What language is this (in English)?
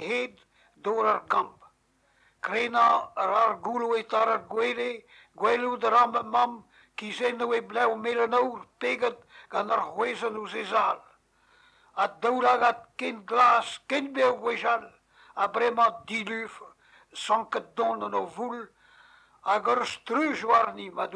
Breton